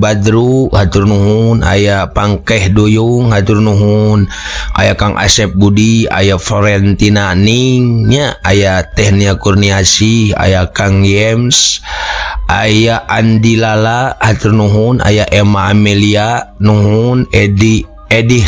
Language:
Sundanese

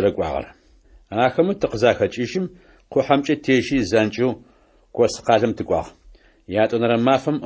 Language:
Adyghe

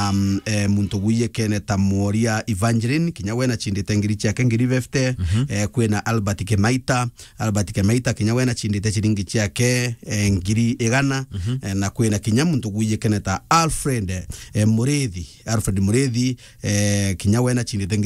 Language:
Meru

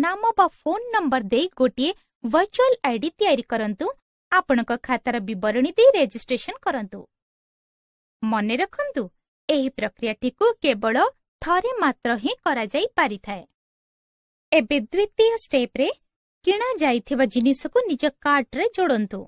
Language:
Odia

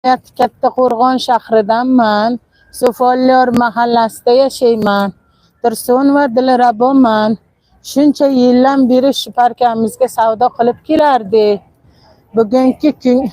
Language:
Uzbek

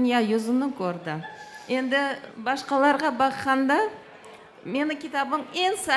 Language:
Crimean Tatar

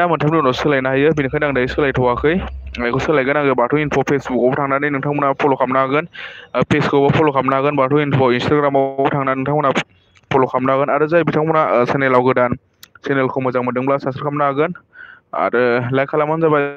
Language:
Bodo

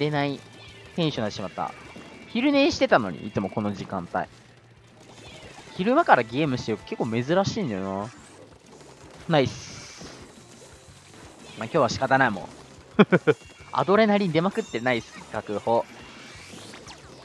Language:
Japanese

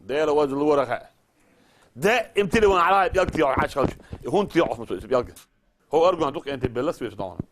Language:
Chechen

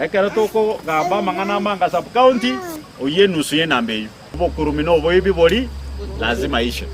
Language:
Gusii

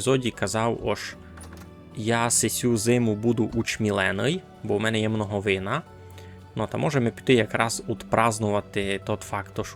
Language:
Rusyn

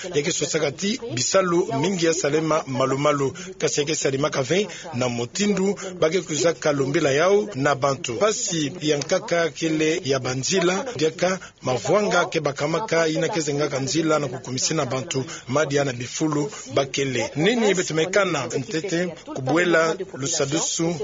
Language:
Kituba (Democratic Republic of Congo)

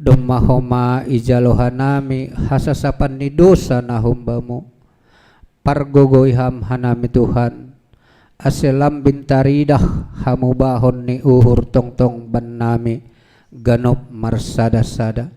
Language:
Batak Simalungun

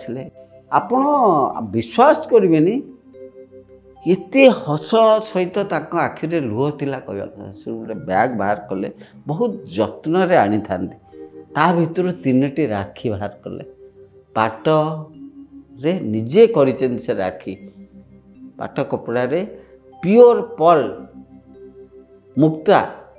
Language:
Odia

